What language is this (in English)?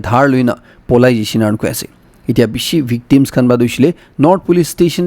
Naga Pidgin